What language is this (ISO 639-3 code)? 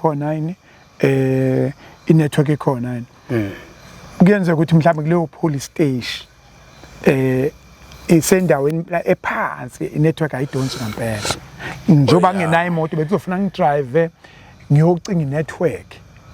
zul